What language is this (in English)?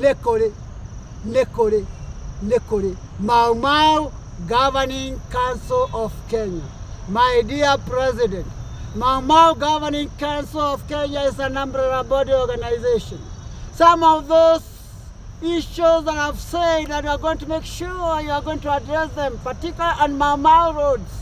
Kikuyu